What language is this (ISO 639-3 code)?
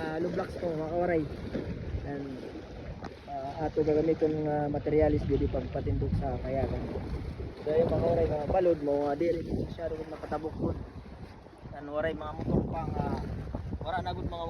war